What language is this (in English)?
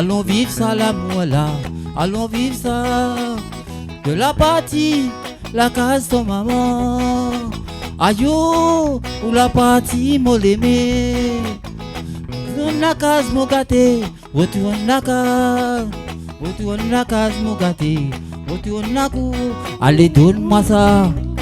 Réunion Creole French